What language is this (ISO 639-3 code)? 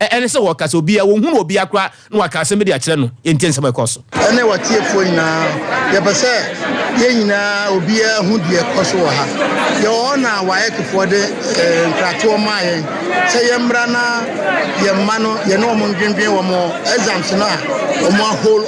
aka